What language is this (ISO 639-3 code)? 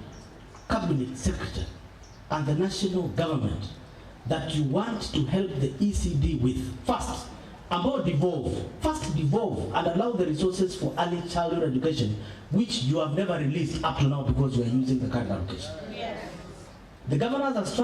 kam